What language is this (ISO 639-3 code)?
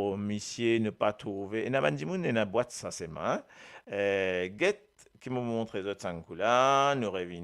mfe